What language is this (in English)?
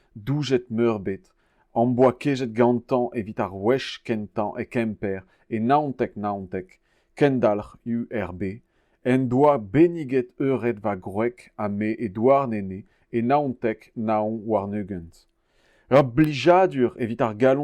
Breton